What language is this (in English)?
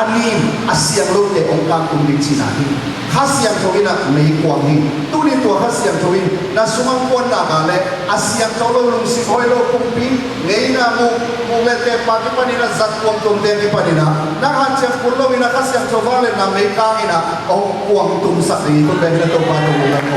Tedim Chin